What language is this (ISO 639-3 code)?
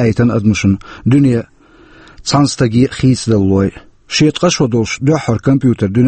che